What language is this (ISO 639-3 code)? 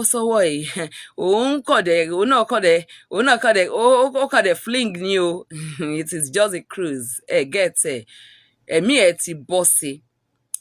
yor